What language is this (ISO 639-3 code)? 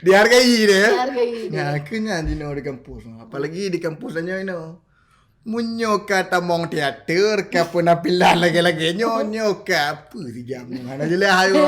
ace